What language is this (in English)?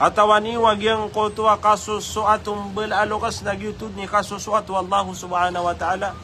Maranao